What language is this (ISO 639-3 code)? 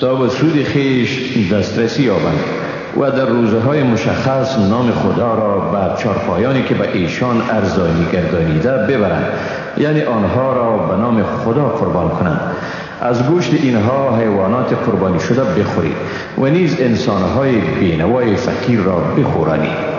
fas